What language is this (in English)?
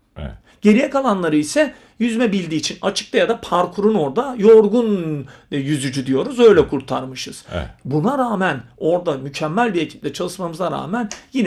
Turkish